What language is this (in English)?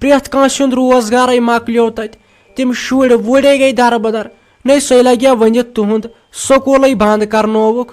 Kashmiri